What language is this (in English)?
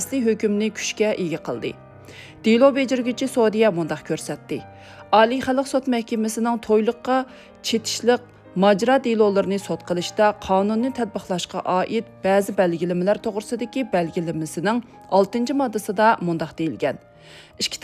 Uyghur